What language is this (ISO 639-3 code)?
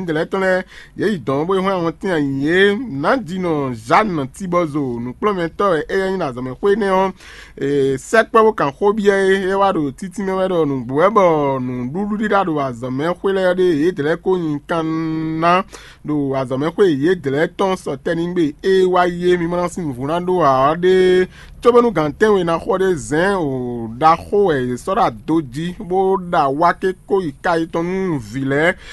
fon